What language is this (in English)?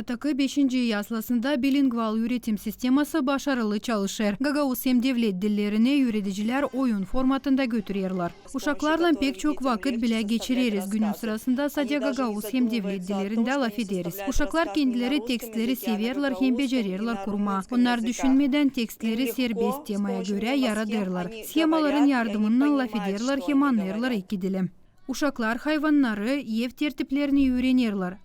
Gagauz